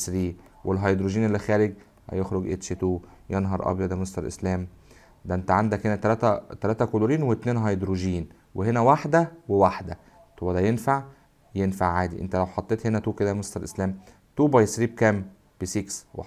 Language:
Egyptian Arabic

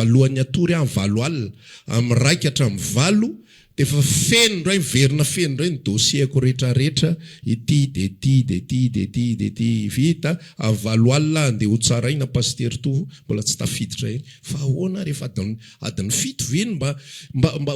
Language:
Malagasy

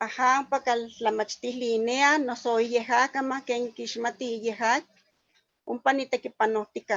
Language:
Eastern Huasteca Nahuatl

